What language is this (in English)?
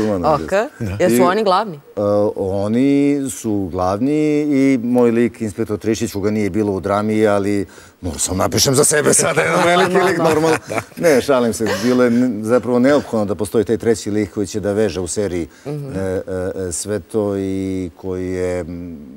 Serbian